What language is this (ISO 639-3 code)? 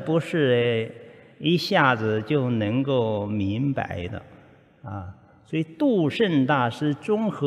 zho